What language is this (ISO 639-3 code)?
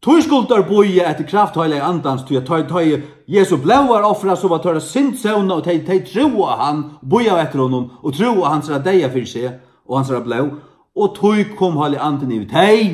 fao